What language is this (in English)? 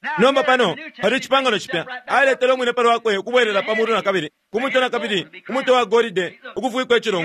Bemba